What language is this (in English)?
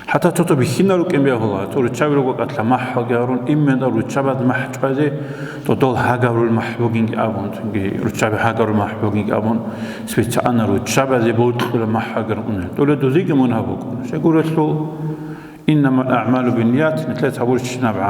Avaric